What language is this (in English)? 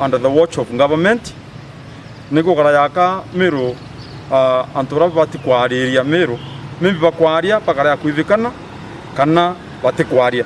Meru